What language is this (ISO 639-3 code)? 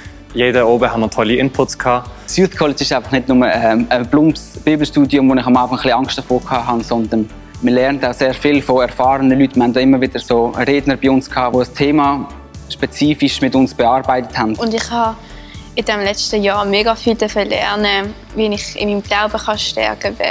gsw